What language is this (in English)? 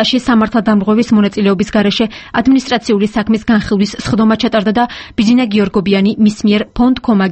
Georgian